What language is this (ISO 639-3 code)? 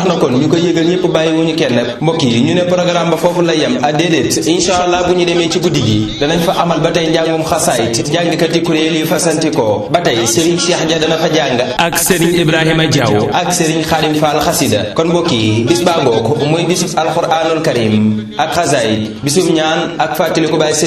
wol